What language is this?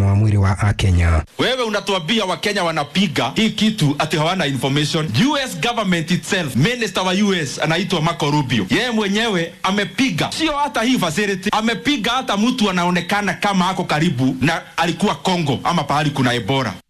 Kikuyu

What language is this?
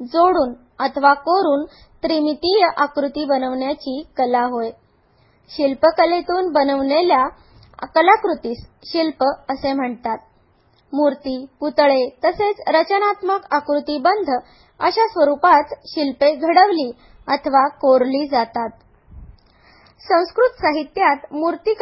Marathi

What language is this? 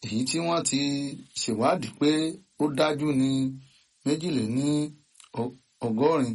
Yoruba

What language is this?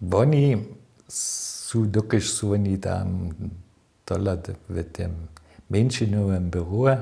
Upper Sorbian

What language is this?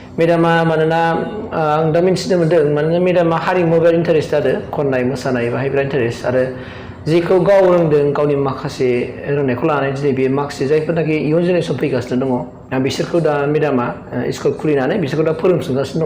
Bodo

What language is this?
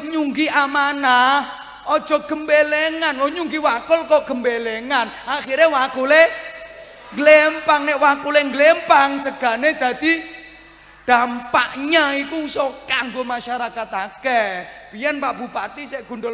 Javanese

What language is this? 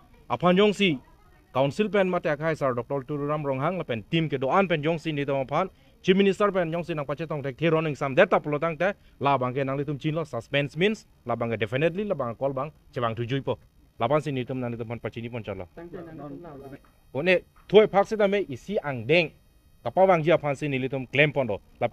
Karbi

